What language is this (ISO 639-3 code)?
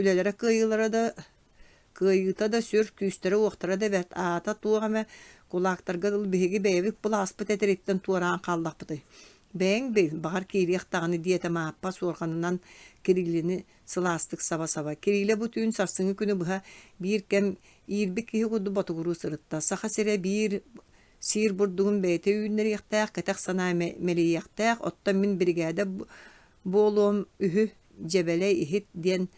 sah